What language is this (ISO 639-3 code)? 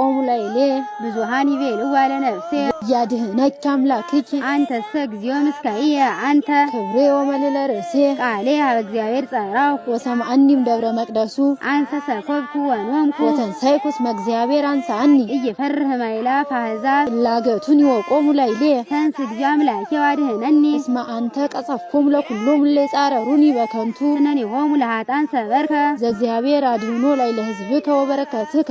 amh